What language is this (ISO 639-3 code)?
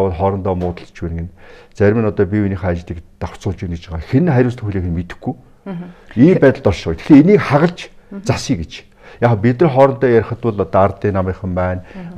mon